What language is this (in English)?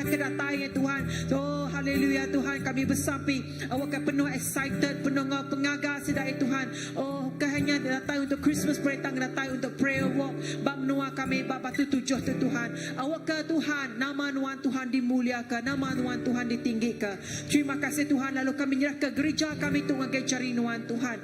Iban